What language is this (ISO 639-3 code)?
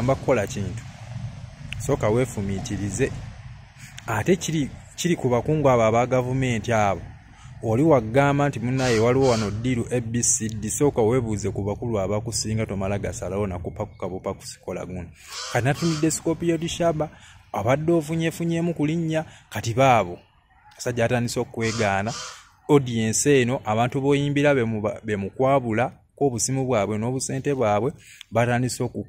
lug